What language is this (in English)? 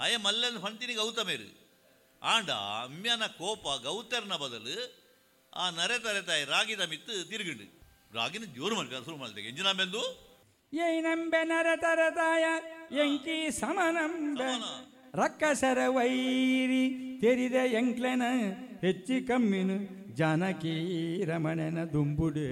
Tulu